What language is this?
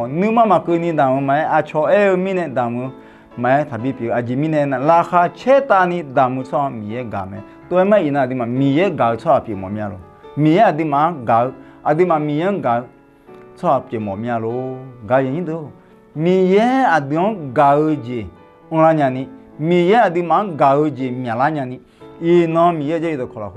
Akha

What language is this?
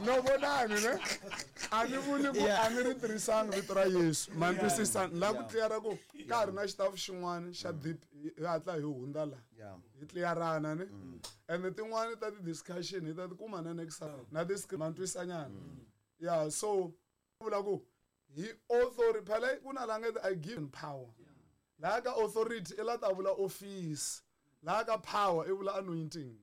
Tsonga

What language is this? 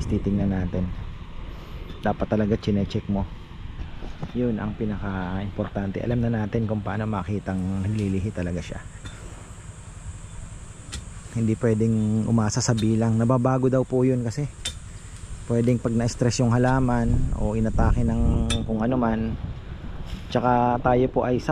Filipino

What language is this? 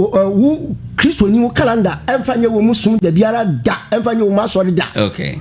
Akan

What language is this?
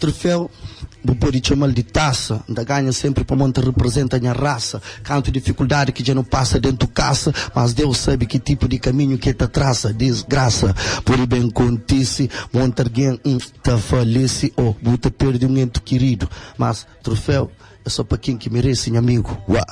Kabuverdianu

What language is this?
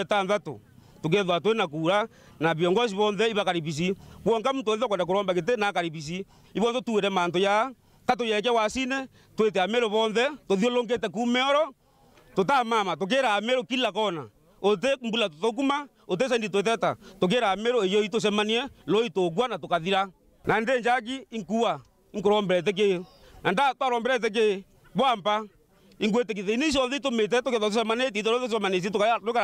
Meru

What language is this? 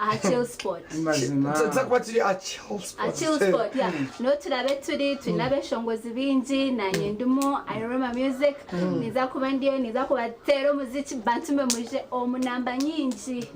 Nyankole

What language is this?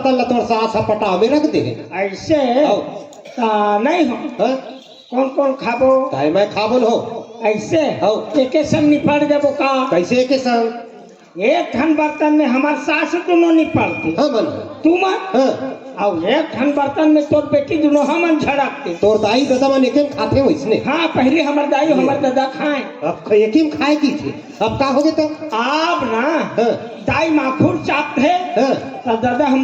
Chhattisgarhi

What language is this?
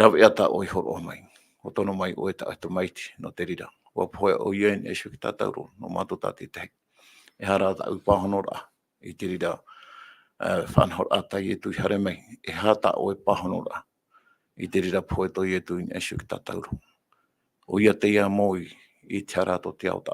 Tahitian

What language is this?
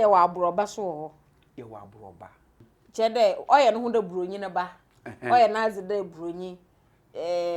Akan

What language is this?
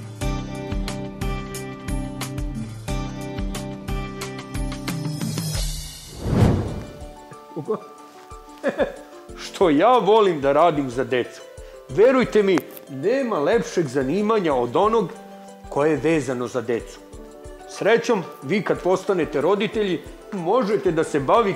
Serbian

